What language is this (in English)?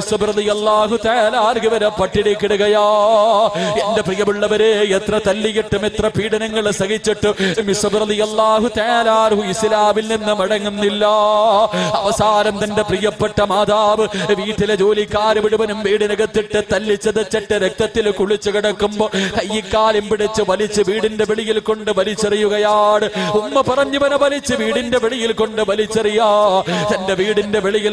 Malayalam